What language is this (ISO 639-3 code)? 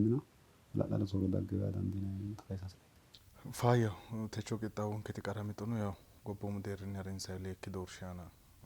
sid